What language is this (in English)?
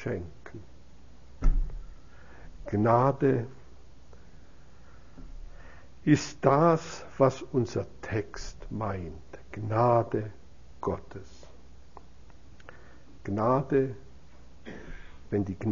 German